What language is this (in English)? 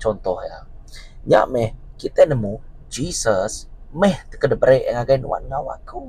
Iban